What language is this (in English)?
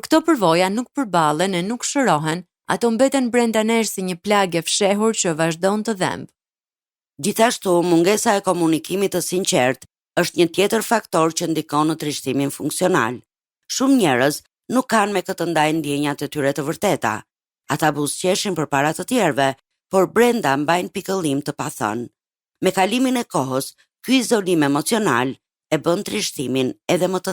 Albanian